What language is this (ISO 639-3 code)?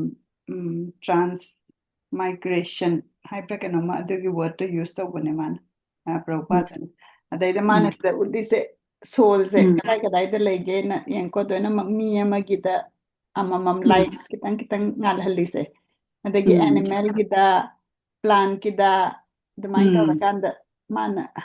mni